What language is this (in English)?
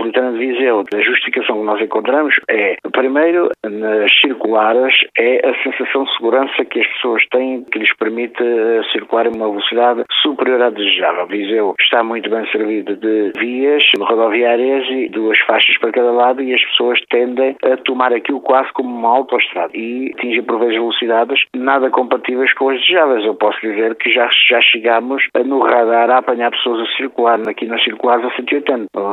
Portuguese